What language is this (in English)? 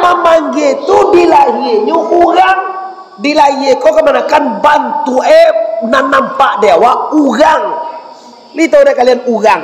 Minangkabau